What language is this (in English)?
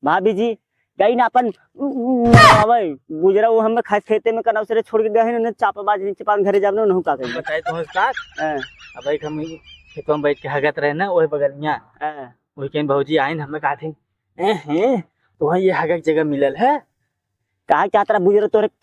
Awadhi